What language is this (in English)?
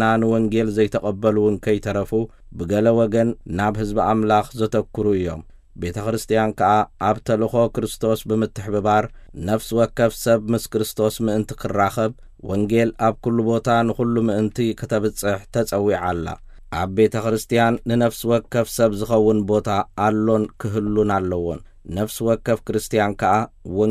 Tigrinya